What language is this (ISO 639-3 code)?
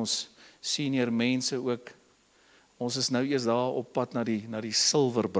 afr